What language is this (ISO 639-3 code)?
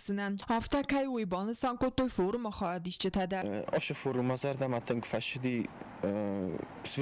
oss